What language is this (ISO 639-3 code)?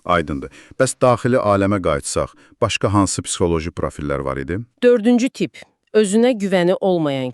aze